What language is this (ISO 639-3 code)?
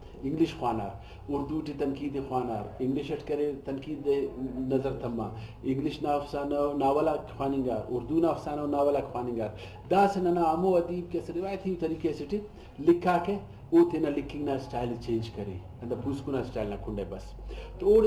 brh